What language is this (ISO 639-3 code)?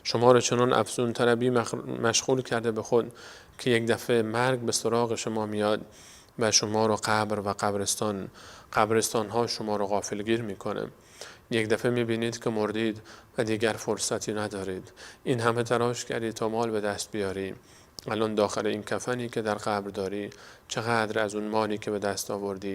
fas